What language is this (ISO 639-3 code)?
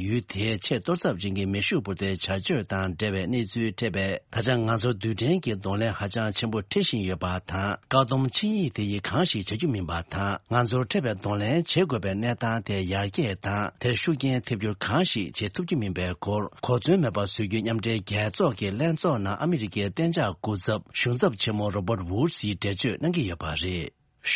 bod